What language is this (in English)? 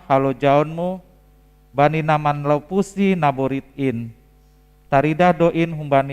Batak Simalungun